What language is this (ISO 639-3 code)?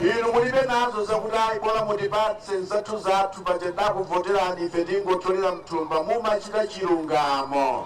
nya